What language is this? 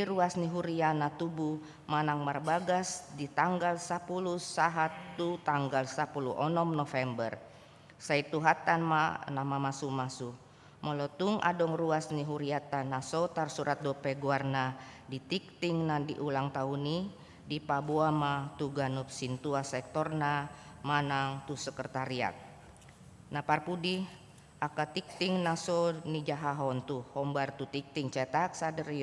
Batak Toba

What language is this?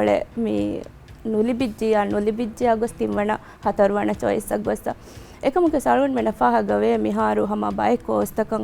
Divehi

